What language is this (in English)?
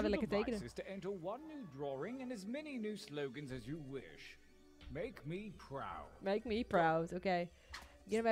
Western Frisian